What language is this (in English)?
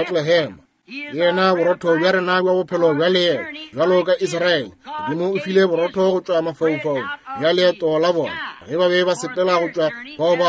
Northern Sotho